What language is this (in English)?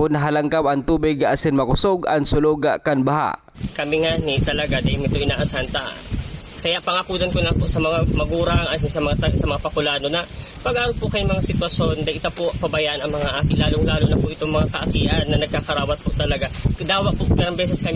Bikol